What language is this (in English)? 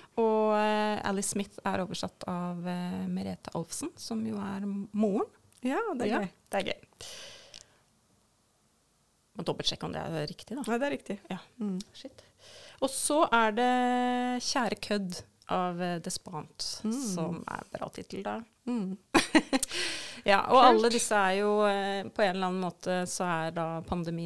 Norwegian